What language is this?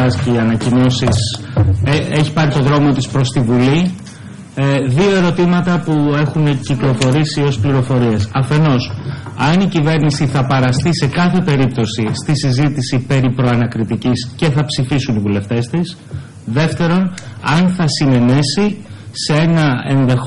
Greek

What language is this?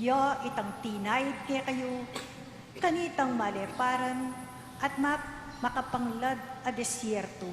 Pampanga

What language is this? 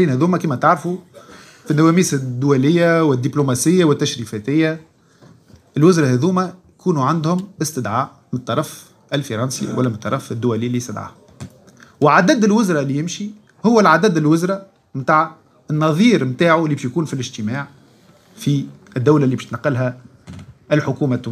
Tunisian Arabic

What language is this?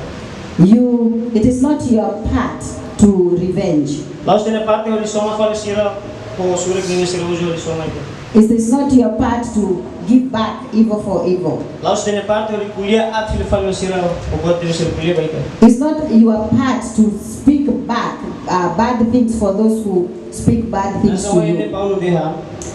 Tetum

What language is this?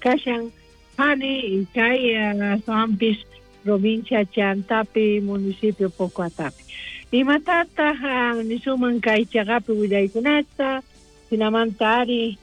South Bolivian Quechua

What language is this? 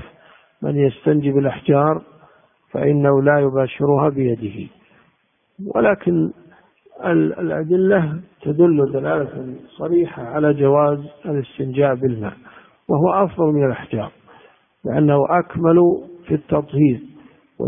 Arabic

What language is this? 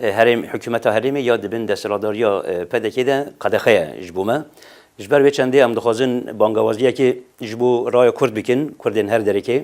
Kurdish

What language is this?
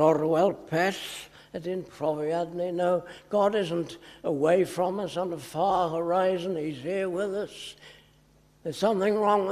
Welsh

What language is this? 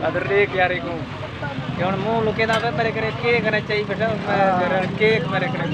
Saraiki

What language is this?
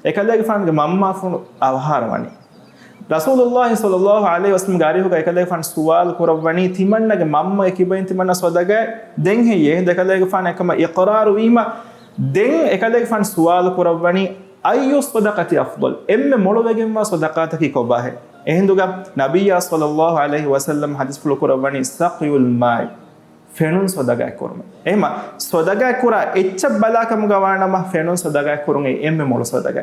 Divehi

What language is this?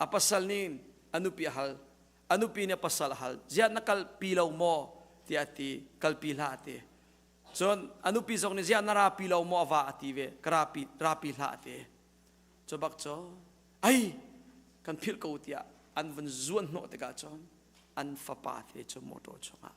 Hakha Chin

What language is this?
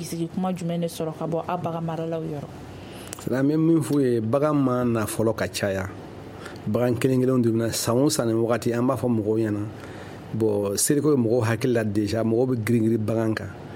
Bambara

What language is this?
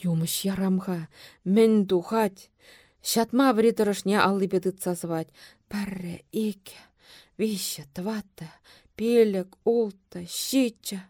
Chuvash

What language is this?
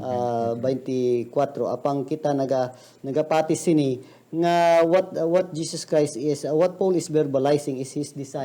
Hiligaynon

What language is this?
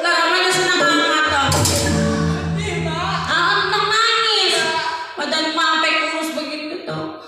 Betawi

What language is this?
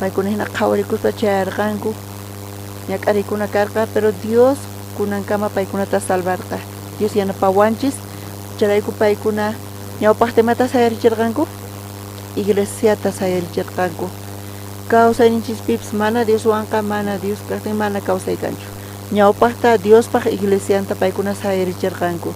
South Bolivian Quechua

